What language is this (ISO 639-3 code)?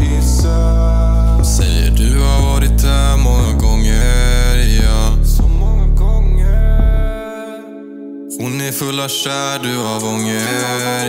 swe